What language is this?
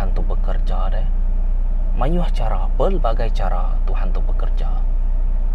Iban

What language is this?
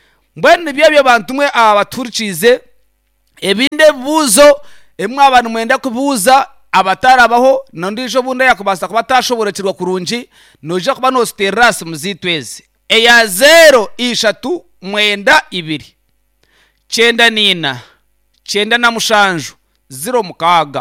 Nyankole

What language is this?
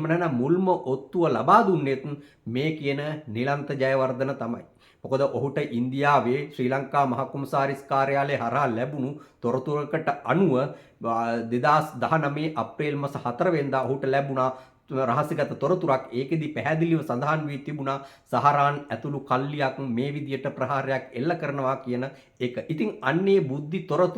Sinhala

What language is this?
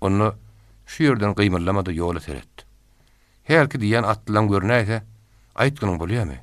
Turkmen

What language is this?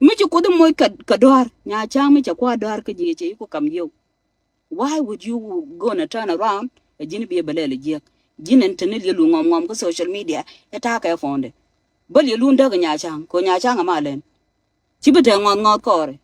Nuer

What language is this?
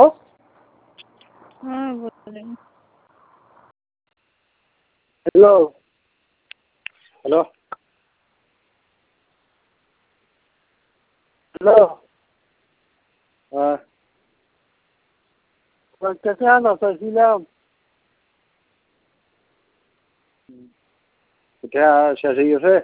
Bangla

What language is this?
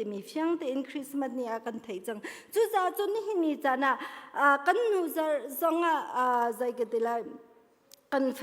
Hakha Chin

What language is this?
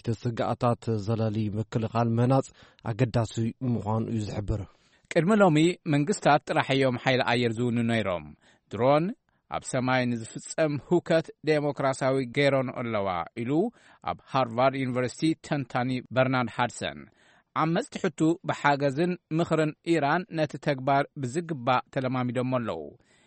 Tigrinya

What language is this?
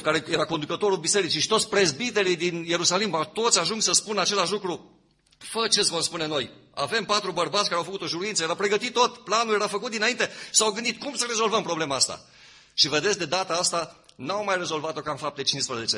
Romanian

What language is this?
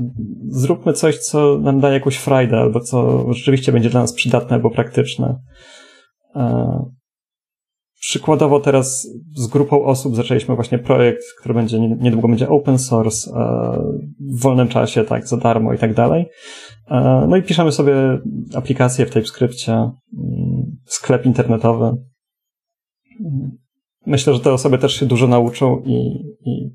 Polish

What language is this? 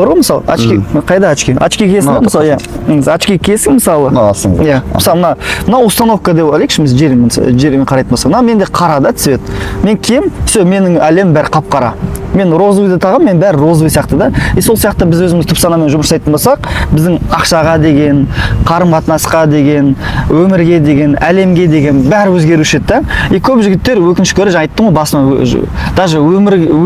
Kazakh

